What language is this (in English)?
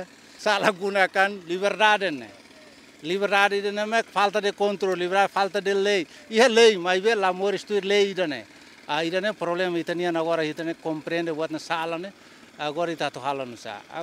Tetum